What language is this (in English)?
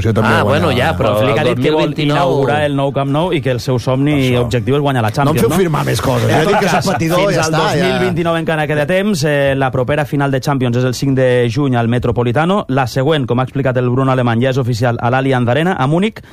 Catalan